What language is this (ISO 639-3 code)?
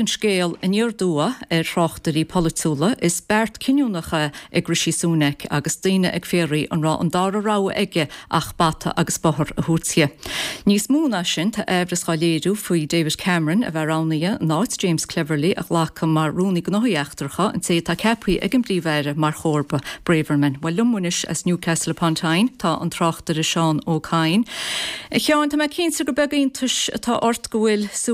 gle